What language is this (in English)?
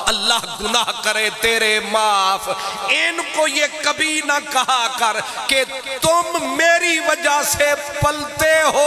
Urdu